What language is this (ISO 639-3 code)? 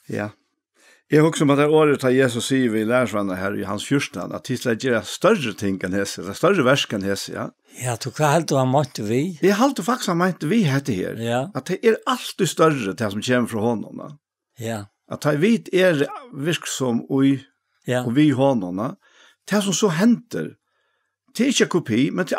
fao